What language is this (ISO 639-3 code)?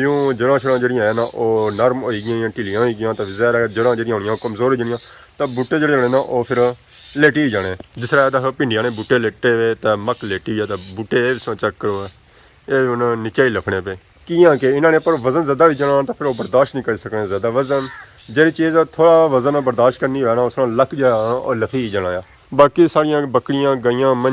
phr